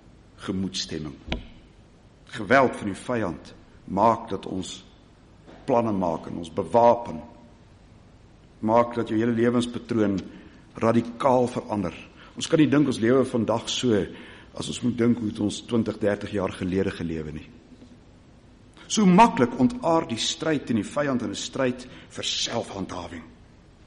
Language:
Afrikaans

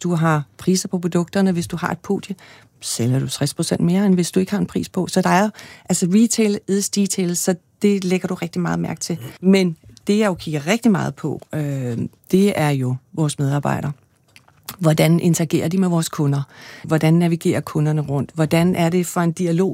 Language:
Danish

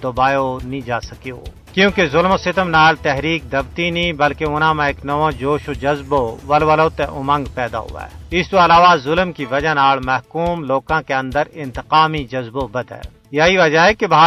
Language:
Gujari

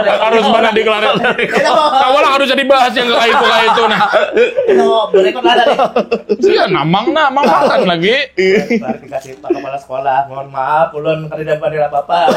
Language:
Banjar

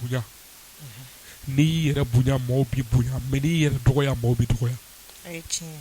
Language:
Bambara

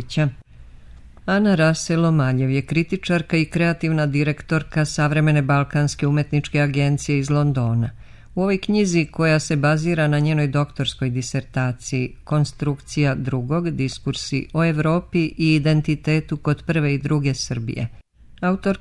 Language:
Serbian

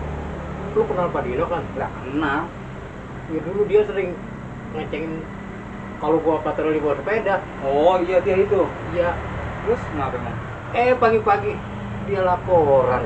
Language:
Betawi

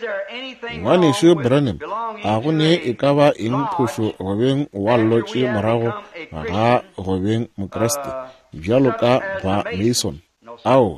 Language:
Northern Sotho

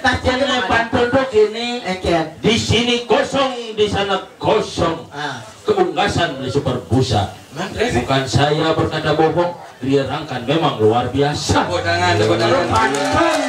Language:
Balinese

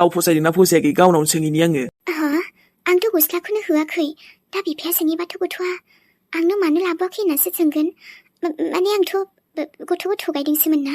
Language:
Bodo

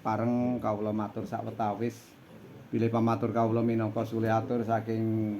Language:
Javanese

